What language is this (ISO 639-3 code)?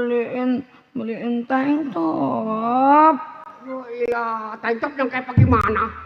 bew